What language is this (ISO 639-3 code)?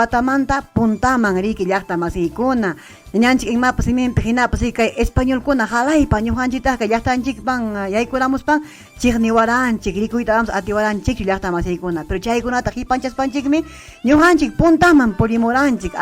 quy